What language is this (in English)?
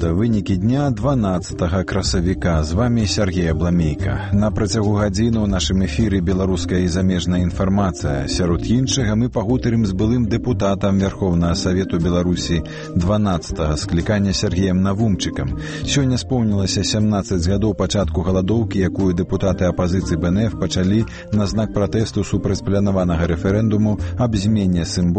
Belarusian